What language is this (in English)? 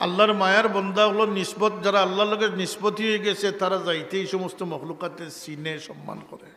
Sylheti